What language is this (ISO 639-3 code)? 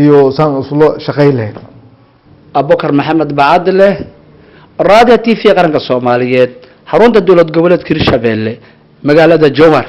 som